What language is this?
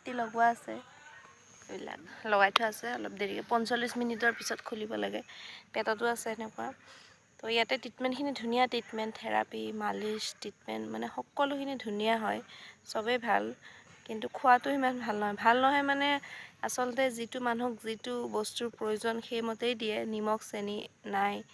Assamese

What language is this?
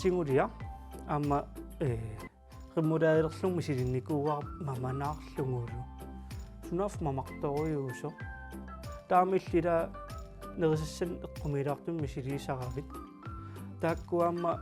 Kalaallisut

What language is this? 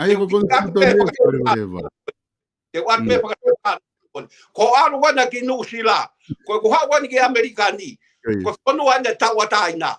Tongan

